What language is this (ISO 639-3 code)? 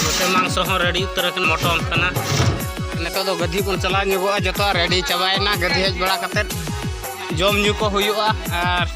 sat